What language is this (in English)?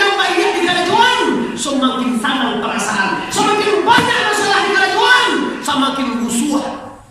Minangkabau